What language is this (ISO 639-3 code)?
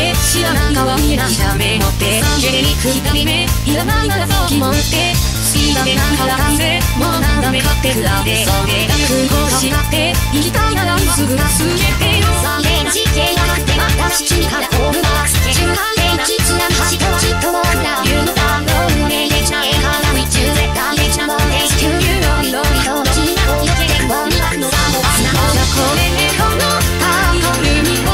jpn